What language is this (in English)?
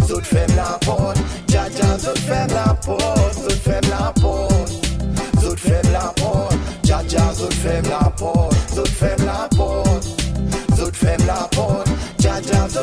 Seselwa Creole French